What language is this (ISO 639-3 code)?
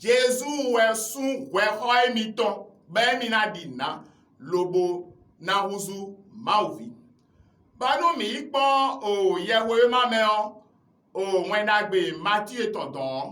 fon